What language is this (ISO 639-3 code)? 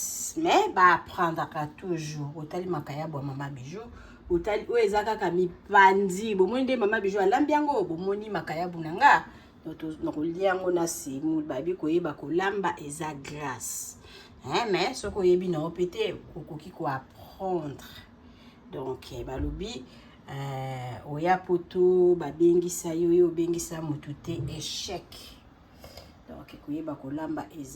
lin